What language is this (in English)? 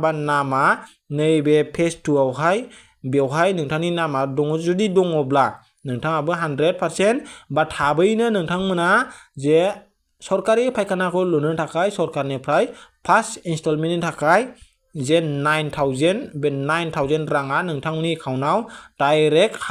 Bodo